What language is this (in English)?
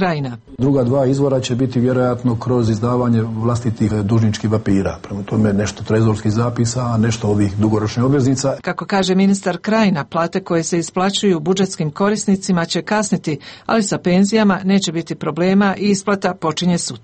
Croatian